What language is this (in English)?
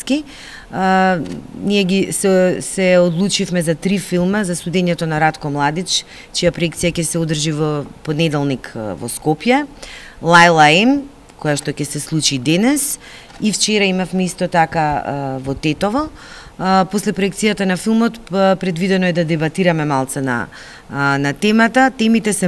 Macedonian